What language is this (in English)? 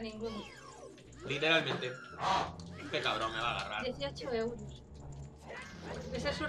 Spanish